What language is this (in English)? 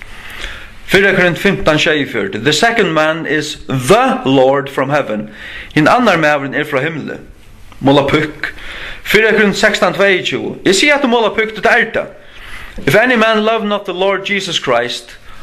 Faroese